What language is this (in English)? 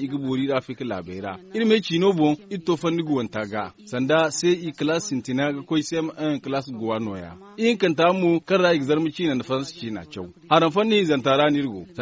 Zarma